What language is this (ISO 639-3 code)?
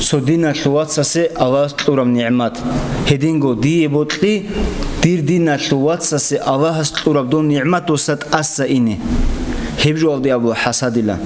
ava